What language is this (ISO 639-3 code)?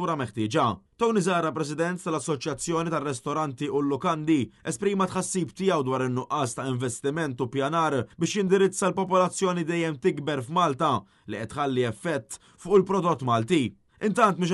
mlt